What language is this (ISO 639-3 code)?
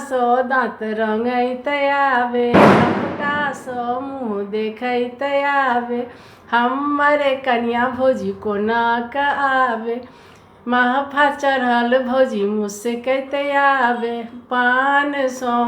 mai